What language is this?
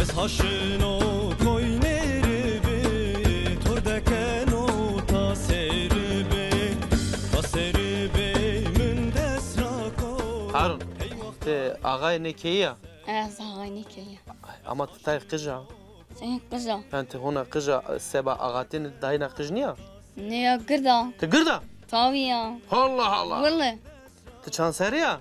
Zaza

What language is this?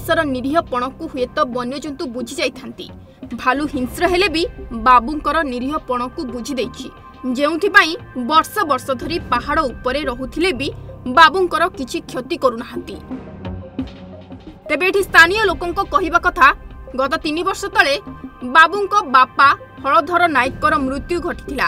Odia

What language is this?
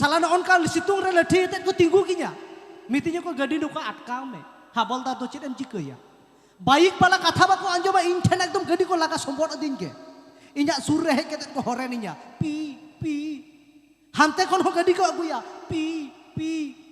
Santali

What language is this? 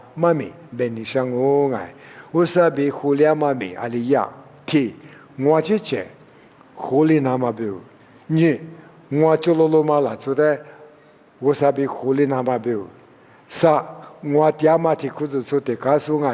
Lisu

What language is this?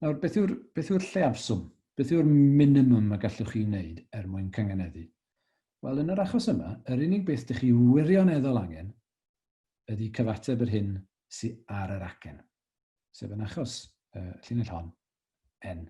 Welsh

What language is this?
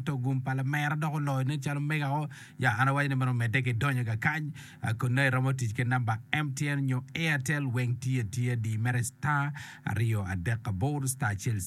Acoli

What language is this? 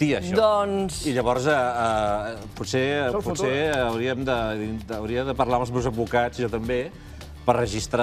Catalan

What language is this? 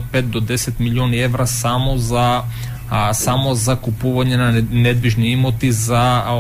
Macedonian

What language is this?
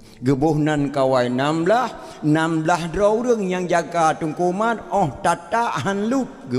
Achinese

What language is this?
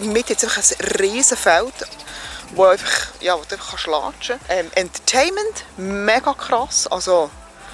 Swiss German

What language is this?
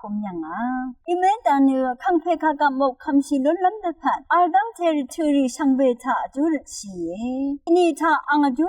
Rawang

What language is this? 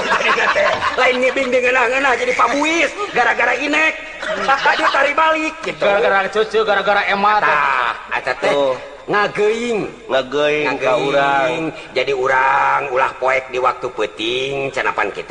Sundanese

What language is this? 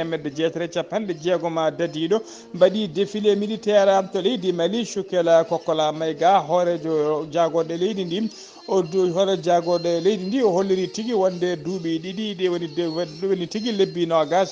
Fula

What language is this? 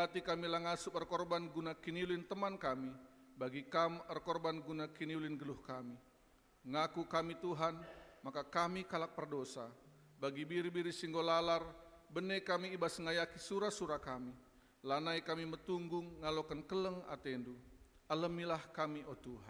Batak Karo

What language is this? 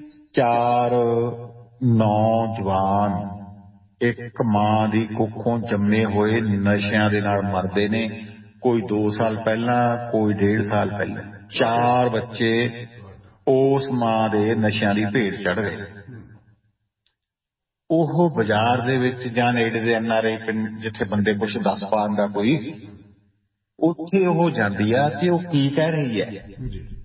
Punjabi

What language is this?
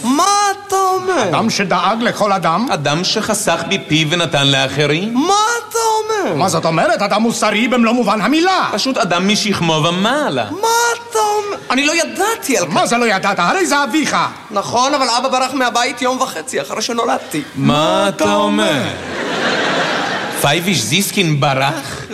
Hebrew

